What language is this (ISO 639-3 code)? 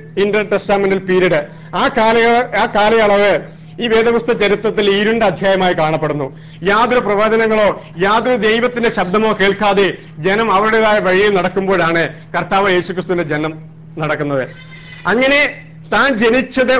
mal